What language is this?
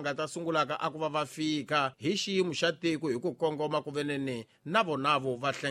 Tsonga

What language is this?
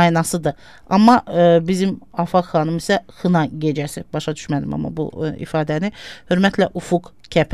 Azerbaijani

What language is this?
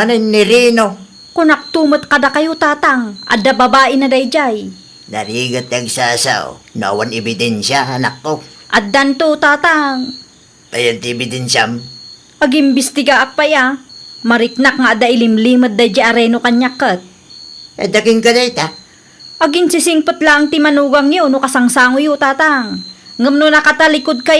Iloko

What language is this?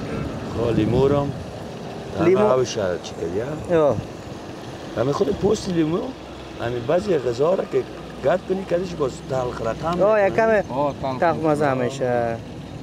Persian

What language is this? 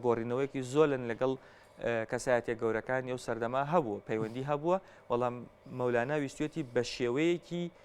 Central Kurdish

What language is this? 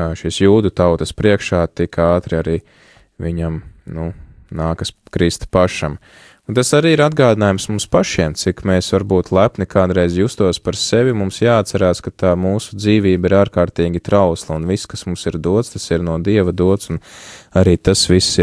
Latvian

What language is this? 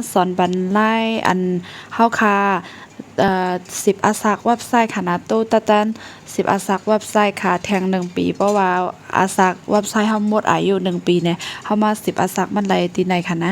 Shan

